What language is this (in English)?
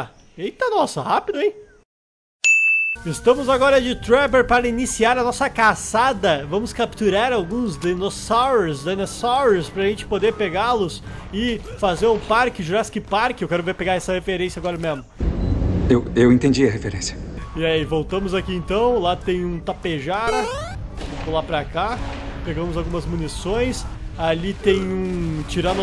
Portuguese